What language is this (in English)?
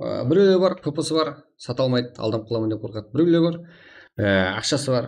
Kara-Kalpak